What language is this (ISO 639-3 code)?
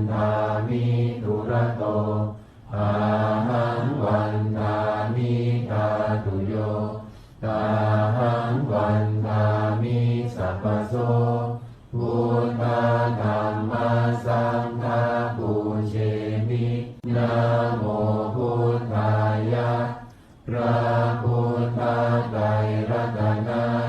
pli